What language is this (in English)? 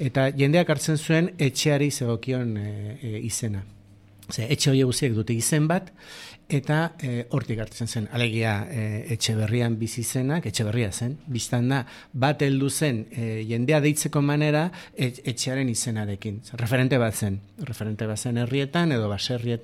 Basque